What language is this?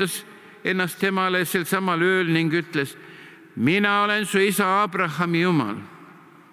Estonian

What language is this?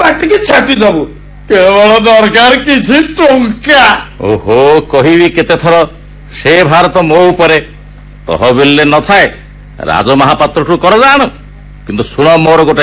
Odia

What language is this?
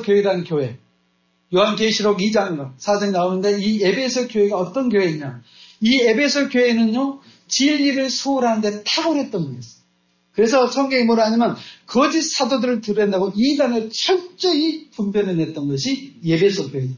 Korean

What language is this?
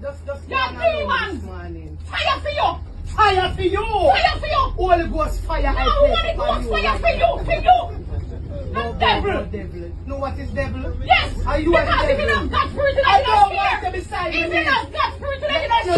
Jamaican Creole English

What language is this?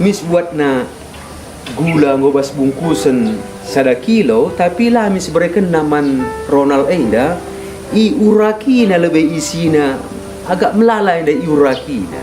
Batak Karo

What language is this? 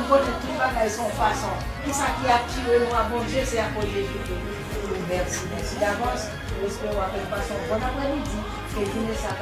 Haitian Creole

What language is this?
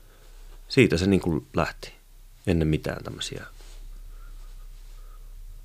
Finnish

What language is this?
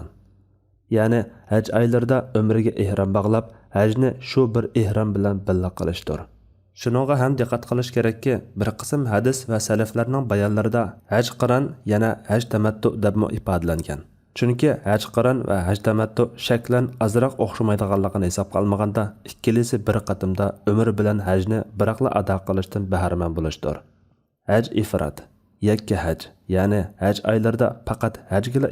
Uyghur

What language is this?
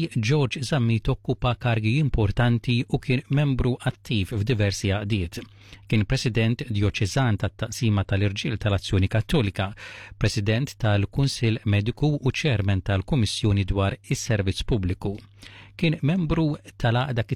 Maltese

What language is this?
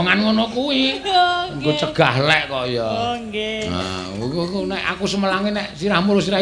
Javanese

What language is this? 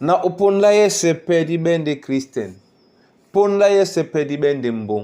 Duala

